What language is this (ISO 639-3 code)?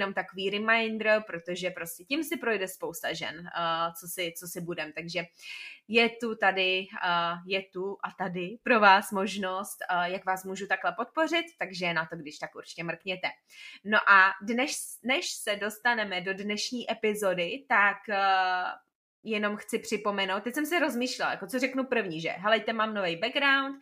ces